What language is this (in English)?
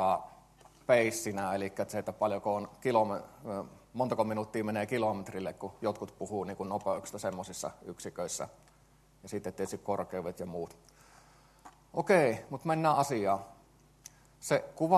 Finnish